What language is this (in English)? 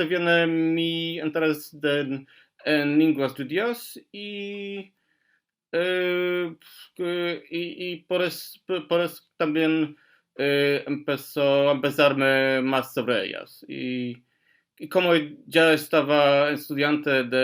Ladino